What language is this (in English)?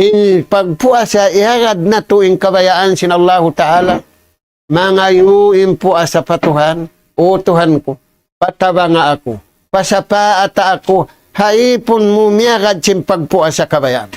Tausug